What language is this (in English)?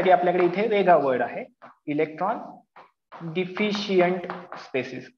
Marathi